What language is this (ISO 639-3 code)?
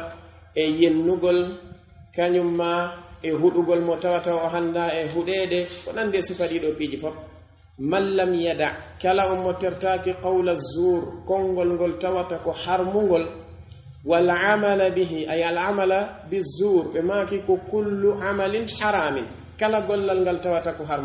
fuf